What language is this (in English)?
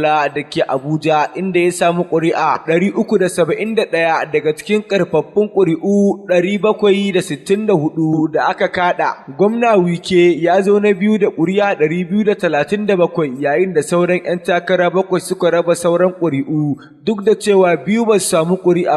Hausa